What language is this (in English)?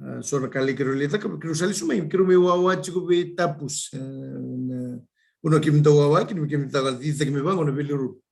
Fijian